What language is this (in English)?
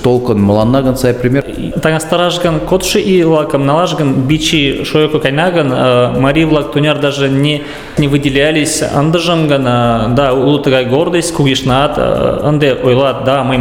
Mari